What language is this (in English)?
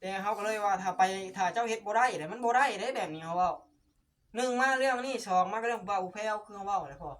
Northeastern Thai